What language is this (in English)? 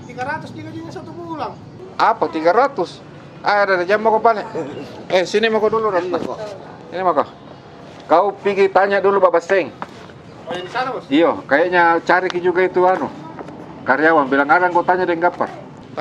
Makassar Malay